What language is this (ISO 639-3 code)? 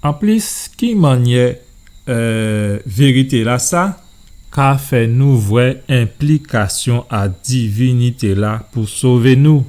gcf